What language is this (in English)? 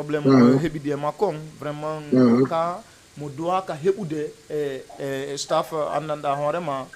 Fula